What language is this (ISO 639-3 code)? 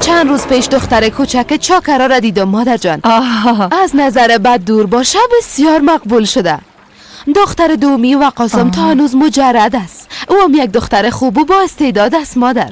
fas